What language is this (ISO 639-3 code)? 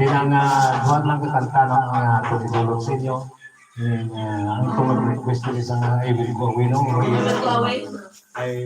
hil